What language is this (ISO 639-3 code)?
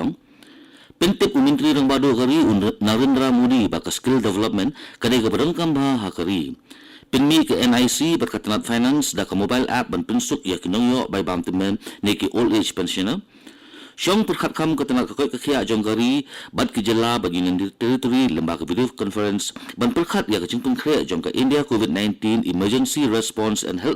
kha